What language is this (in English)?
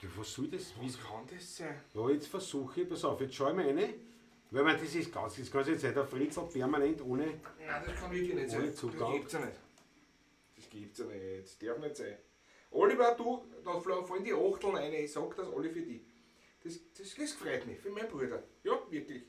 Bavarian